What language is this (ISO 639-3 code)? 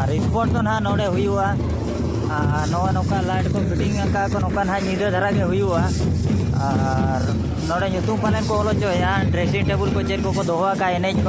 sat